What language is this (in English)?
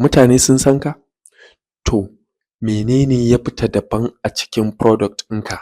Hausa